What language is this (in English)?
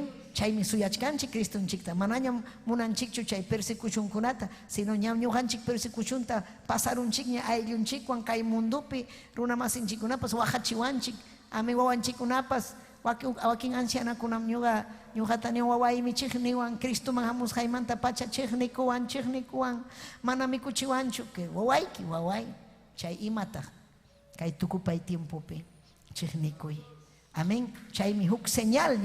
Ayacucho Quechua